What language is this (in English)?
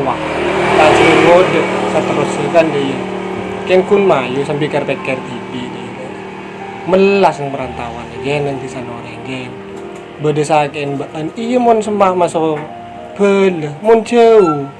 Madurese